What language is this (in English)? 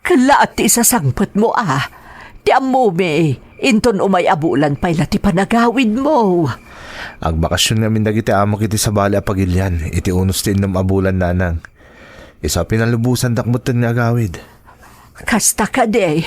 Iloko